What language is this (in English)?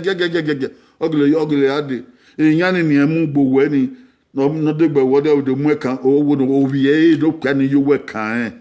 Bini